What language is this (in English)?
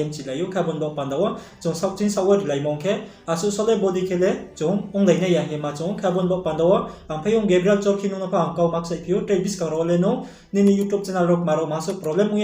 Riang (India)